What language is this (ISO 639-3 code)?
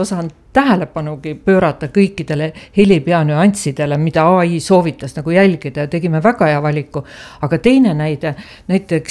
est